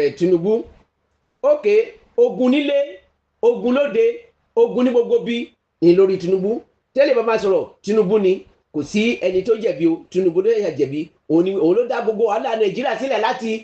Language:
Yoruba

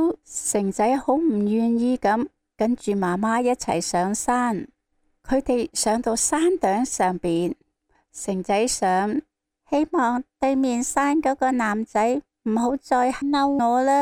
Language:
Cantonese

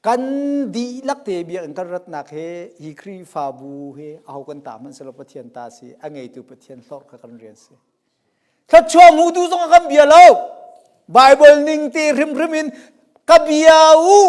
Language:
Hakha Chin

